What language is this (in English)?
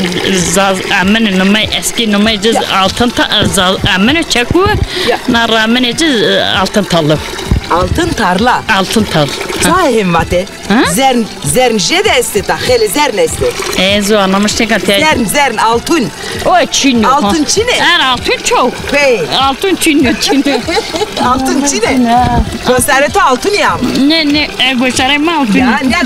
Zaza